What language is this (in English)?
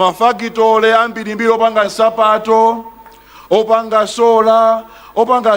Nyanja